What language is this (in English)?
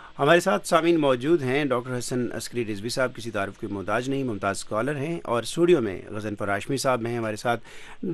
Urdu